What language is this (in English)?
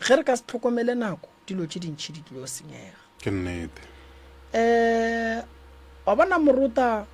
Northern Sotho